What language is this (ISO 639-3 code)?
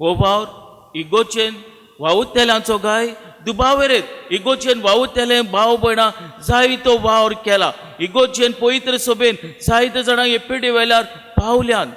kok